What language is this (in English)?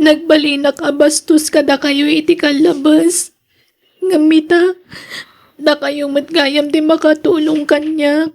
Iloko